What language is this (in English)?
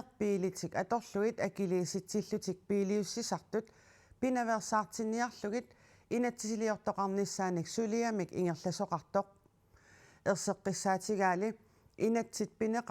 Kalaallisut